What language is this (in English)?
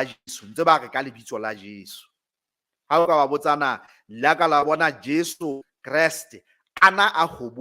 Southern Sotho